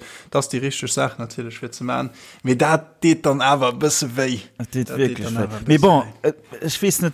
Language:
Luxembourgish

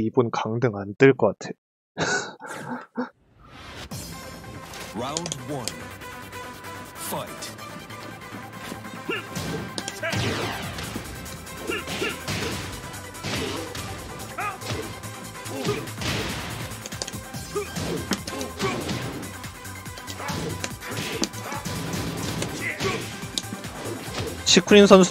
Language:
Korean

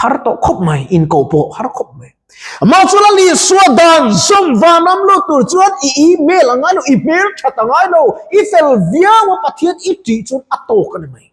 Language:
Mizo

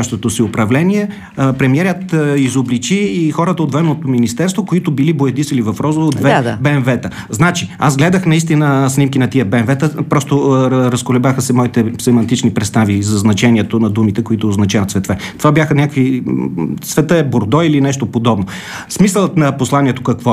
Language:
Bulgarian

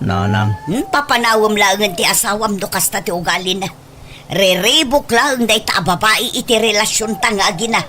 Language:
Iloko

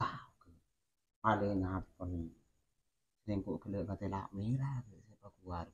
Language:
Madurese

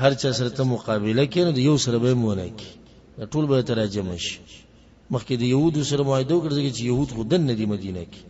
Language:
Pashto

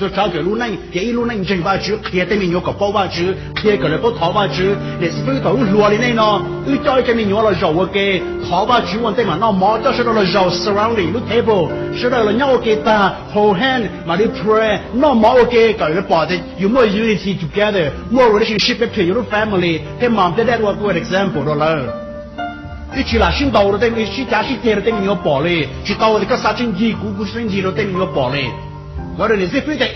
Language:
Hmong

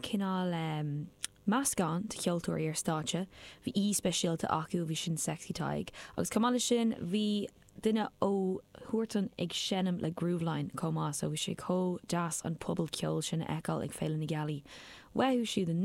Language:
Irish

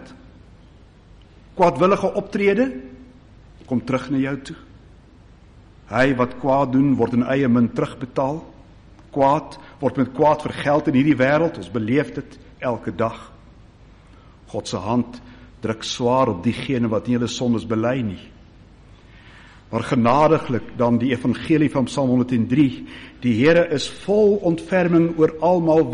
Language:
Afrikaans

